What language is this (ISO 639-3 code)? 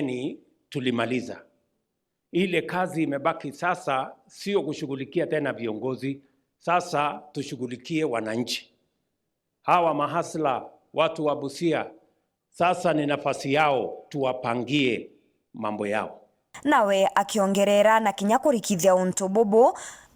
mer